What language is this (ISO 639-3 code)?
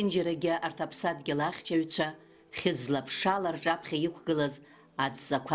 abk